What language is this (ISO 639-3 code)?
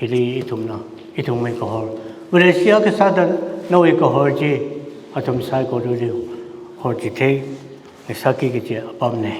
nmf